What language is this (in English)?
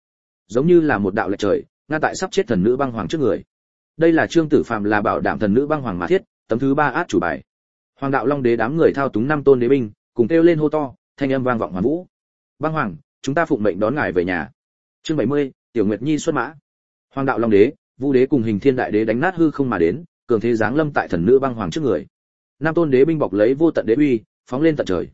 Vietnamese